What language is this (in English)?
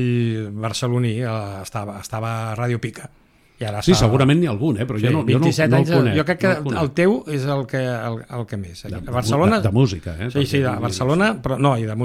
Catalan